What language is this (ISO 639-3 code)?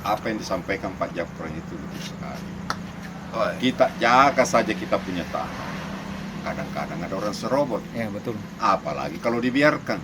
mfp